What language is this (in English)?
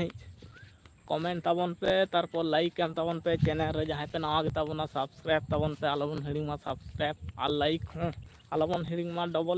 Santali